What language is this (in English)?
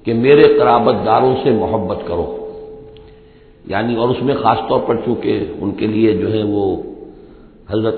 Urdu